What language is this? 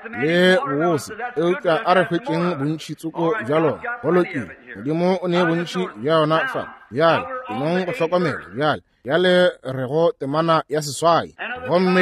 Northern Sotho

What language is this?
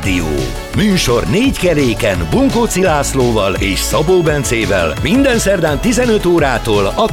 Hungarian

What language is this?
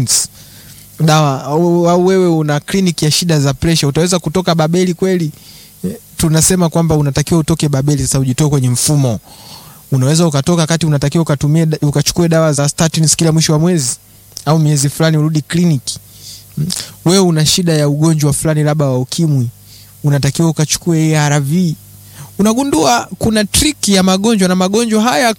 Swahili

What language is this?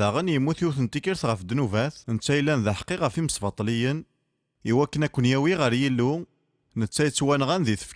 Kabyle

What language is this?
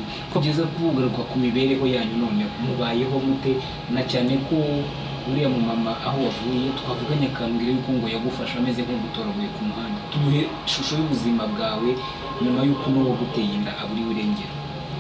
Kinyarwanda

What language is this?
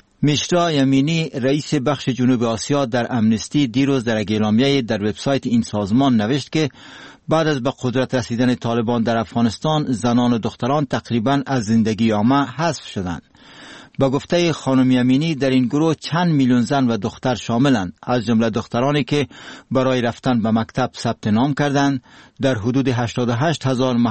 Persian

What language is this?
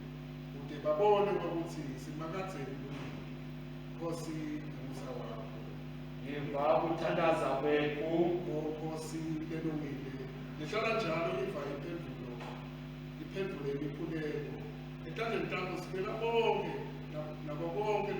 Swati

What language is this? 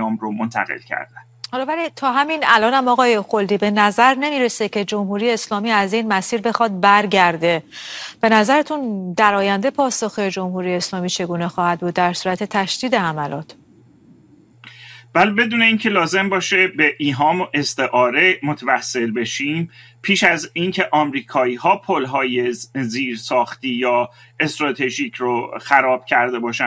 Persian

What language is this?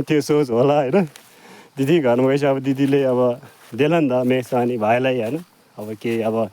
Nepali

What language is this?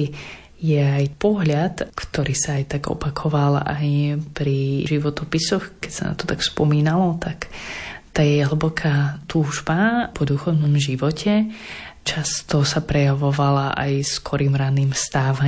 Slovak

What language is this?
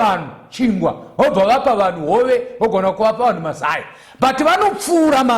Shona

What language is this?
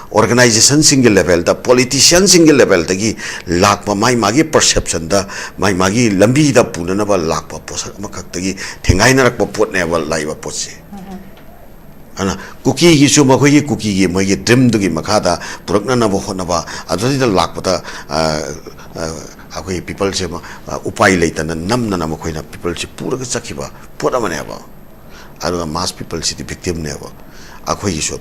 Manipuri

